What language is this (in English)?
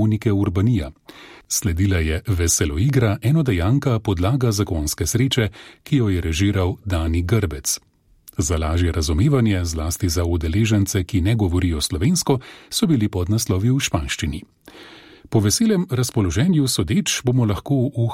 Slovenian